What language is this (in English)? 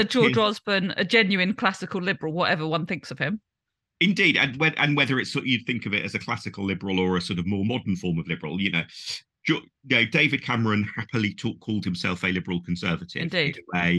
English